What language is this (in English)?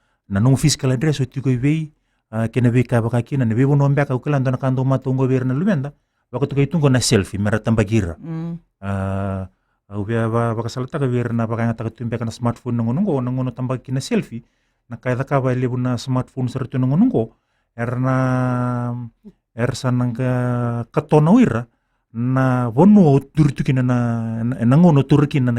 Fijian